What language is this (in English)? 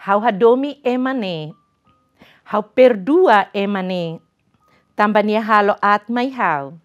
Tetum